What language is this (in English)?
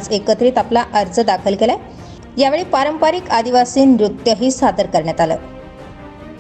Marathi